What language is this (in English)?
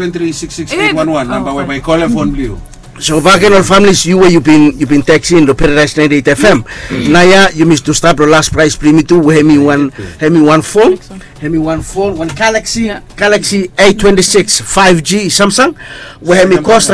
Bislama